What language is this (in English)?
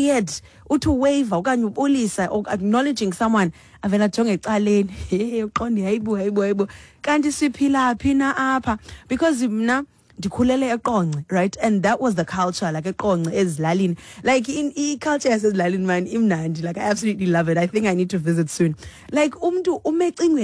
Xhosa